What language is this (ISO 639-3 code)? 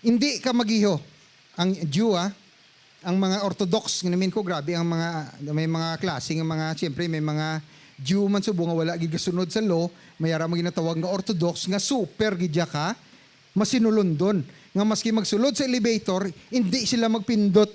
hil